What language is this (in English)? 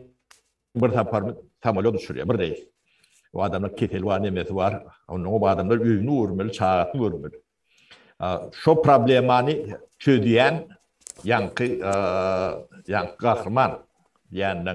Turkmen